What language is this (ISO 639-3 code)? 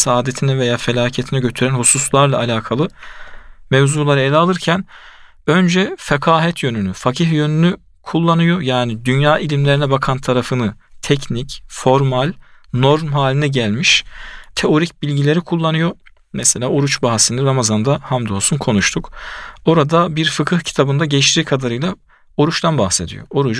tur